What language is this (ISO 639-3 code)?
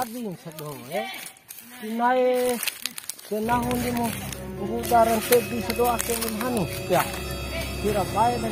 bhp